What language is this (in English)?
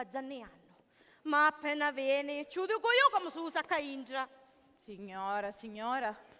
Sicilian